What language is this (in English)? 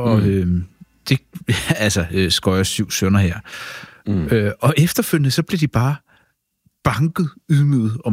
Danish